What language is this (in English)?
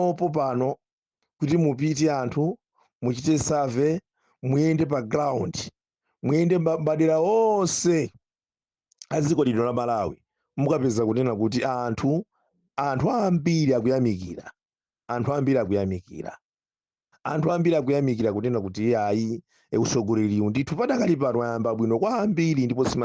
Nyanja